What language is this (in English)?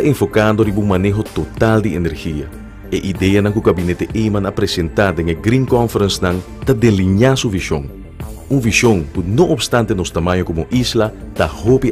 Papiamento